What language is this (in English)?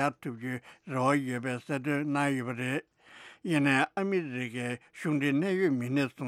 Tibetan